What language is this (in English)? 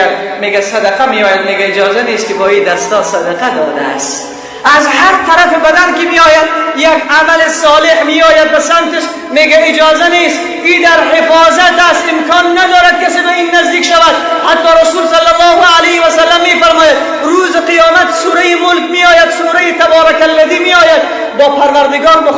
Persian